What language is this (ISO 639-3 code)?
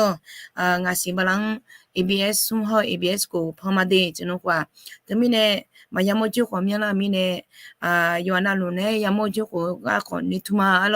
ahk